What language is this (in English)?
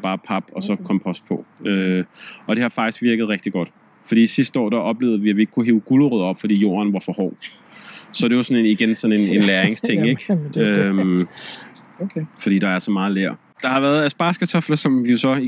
Danish